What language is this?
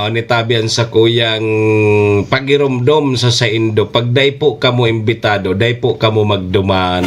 Bikol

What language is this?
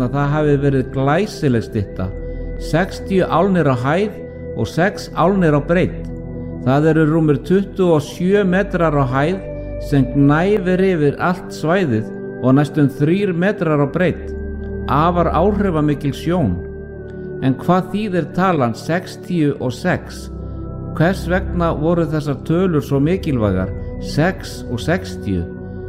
Icelandic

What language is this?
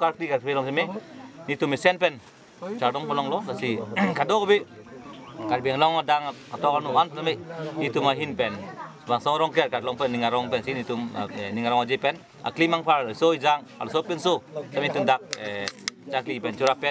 Karbi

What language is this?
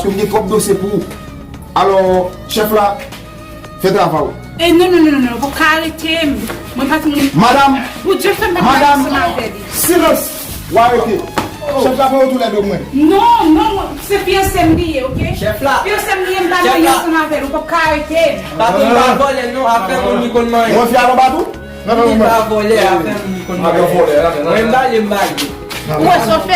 Haitian Creole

